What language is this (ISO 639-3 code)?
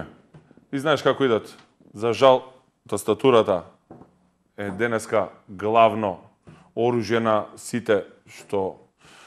mkd